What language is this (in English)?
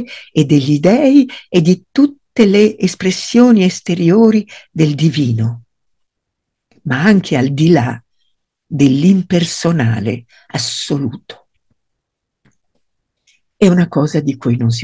Italian